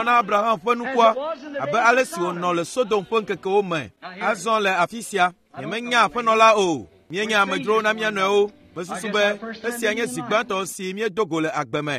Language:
Ewe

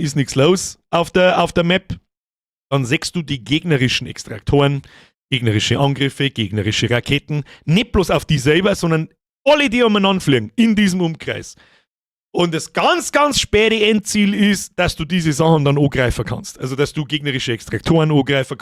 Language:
Bavarian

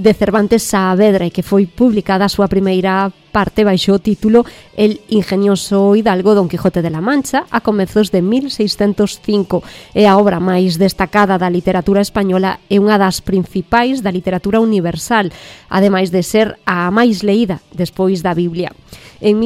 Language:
Galician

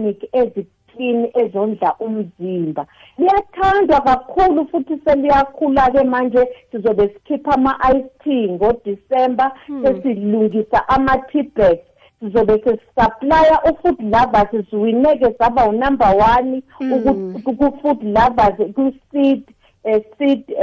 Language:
South Ndebele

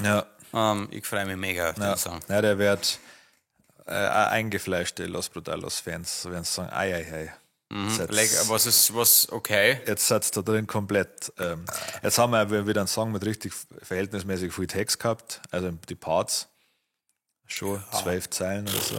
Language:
Bavarian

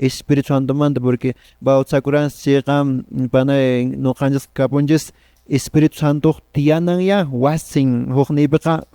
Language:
Quechua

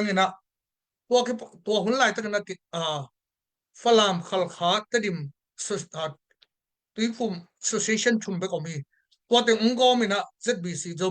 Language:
Tedim Chin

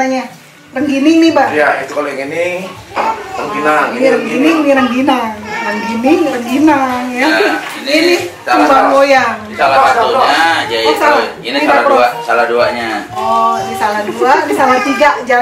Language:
Betawi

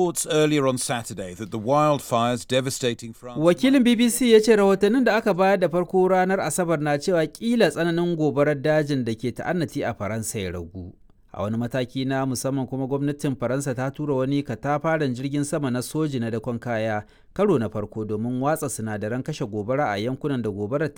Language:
Hausa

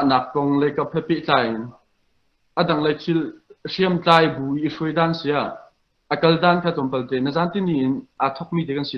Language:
Hakha Chin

